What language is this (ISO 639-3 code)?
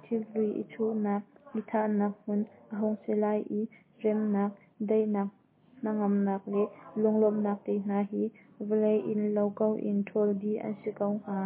cnh